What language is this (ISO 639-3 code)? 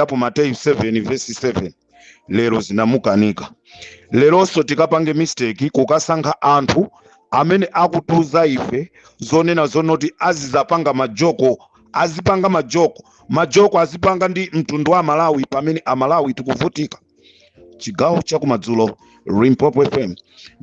nya